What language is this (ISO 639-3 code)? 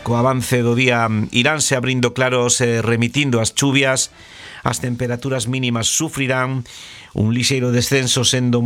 glg